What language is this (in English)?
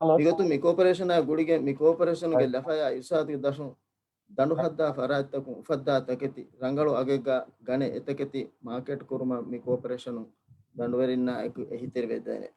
Divehi